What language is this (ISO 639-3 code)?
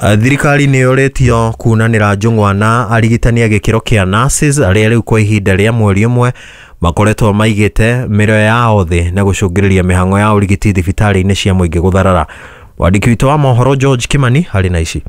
kik